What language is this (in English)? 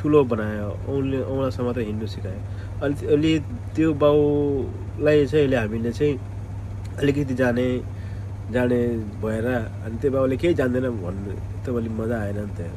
Nepali